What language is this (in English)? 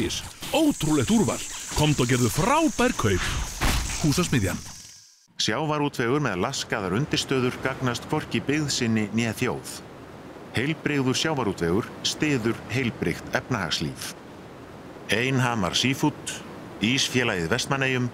Icelandic